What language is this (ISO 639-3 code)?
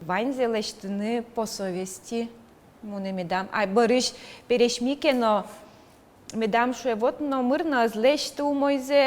udm